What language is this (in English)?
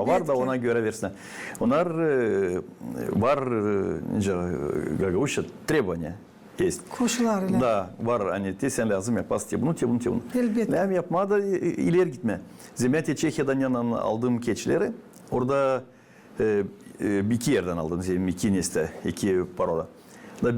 Gagauz